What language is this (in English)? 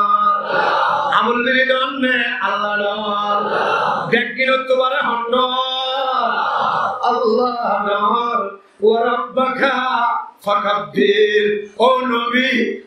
Rohingya